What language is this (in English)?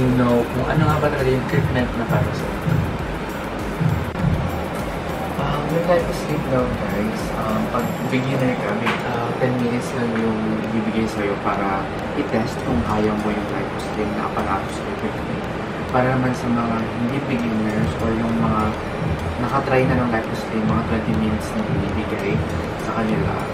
Filipino